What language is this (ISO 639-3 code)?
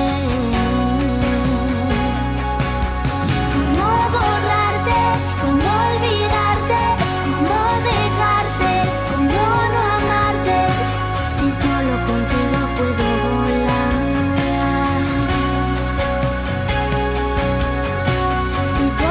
spa